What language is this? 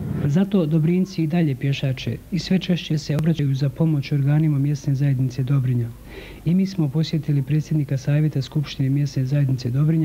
Bosnian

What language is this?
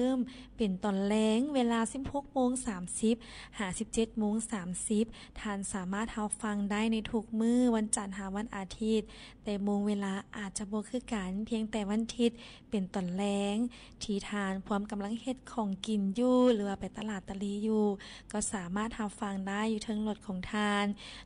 Lao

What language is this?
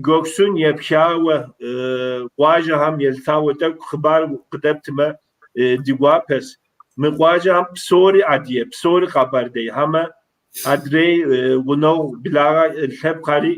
Kabardian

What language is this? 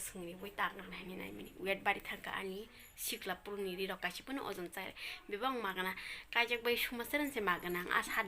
Kok Borok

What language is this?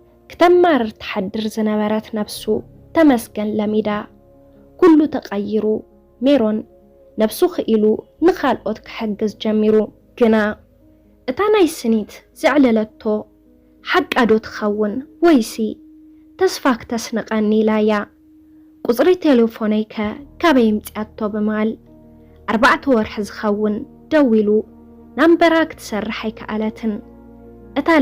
Tigrinya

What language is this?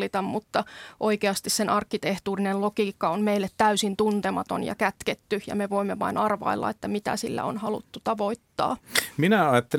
Finnish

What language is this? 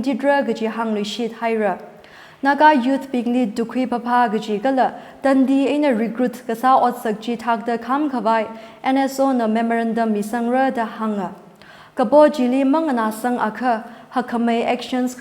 Tangkhul Naga (India)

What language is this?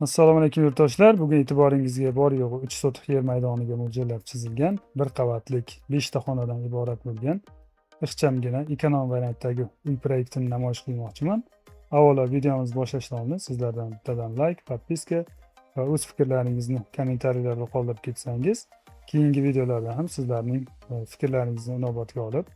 Uzbek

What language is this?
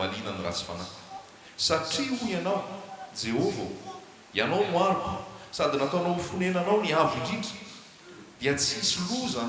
Malagasy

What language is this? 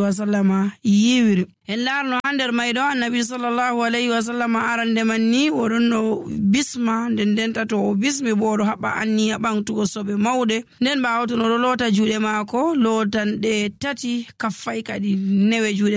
Nigerian Fulfulde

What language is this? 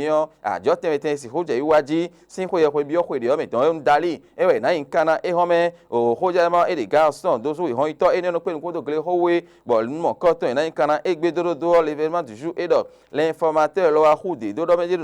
Fon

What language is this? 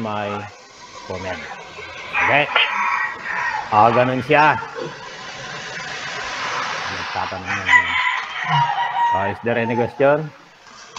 Filipino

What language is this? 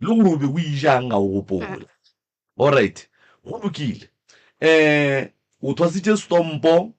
Northern Sotho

